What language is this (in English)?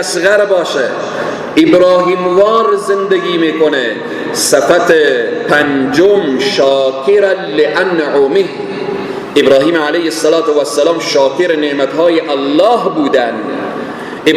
Persian